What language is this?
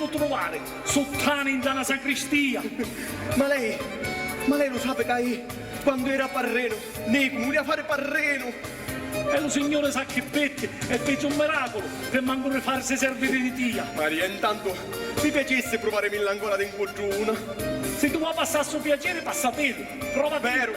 Sicilian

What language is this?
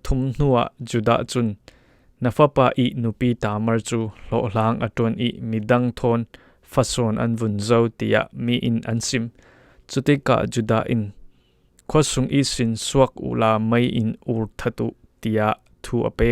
Falam Chin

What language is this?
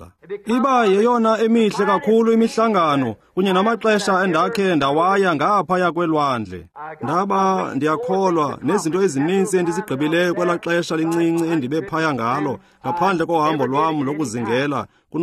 Xhosa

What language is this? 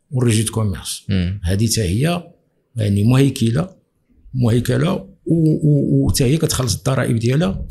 Moroccan Arabic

